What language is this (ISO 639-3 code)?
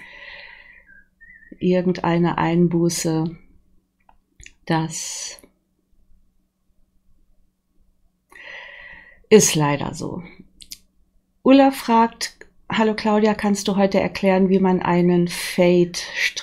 deu